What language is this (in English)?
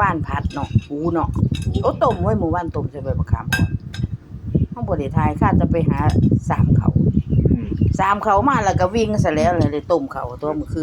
Lao